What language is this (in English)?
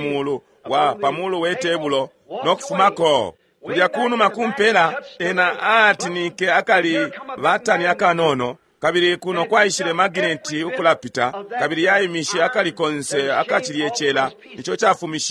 Bemba